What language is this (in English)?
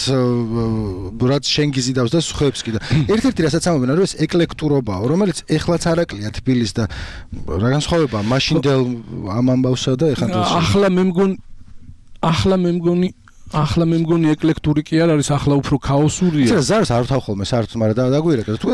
Georgian